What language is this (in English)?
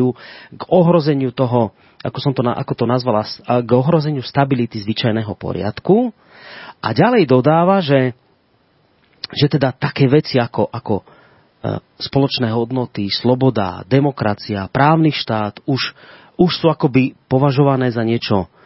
Slovak